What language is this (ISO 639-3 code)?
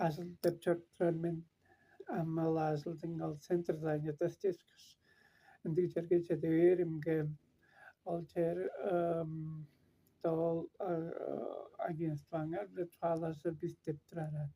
tyv